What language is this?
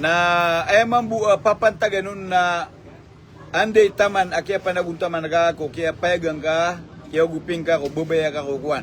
Maranao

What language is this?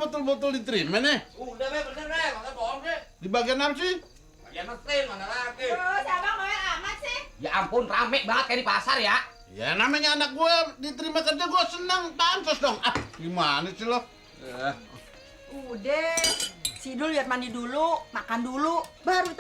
Betawi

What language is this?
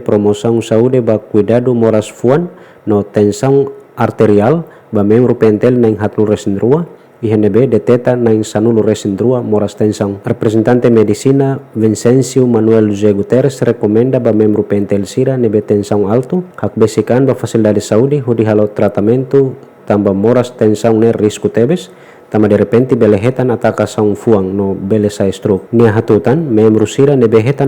Tetum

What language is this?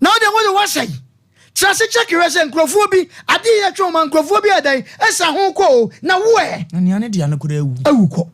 Akan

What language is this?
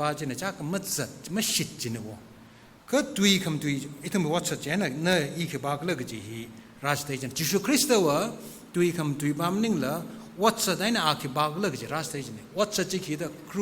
Tangkhul Naga (India)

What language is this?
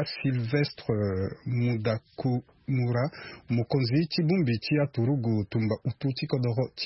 Sango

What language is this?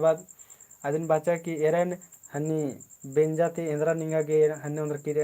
Kurukh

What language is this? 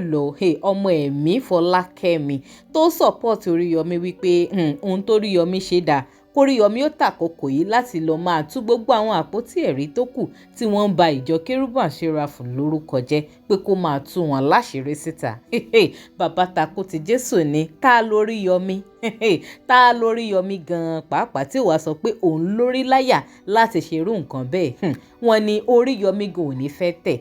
Yoruba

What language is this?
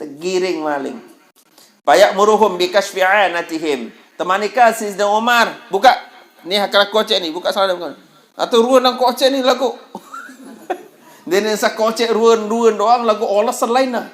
Sasak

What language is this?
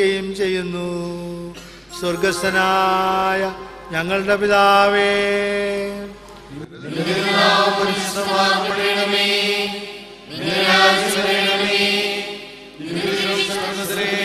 Malayalam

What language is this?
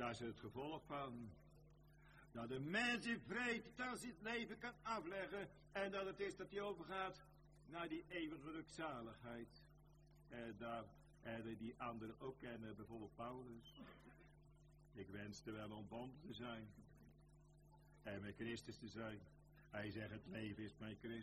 Dutch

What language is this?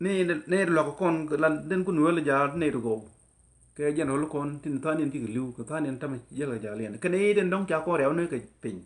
Nuer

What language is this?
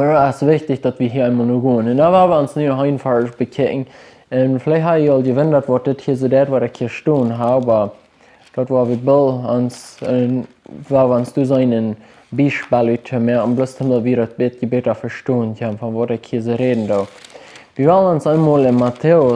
Plautdietsch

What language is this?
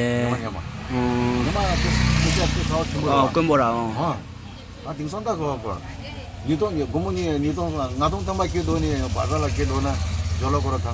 Tibetan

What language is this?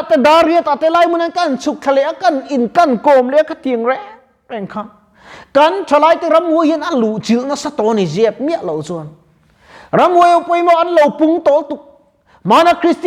Mizo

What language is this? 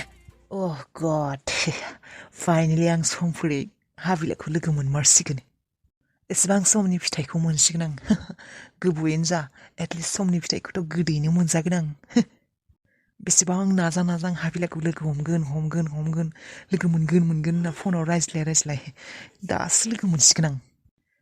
Bodo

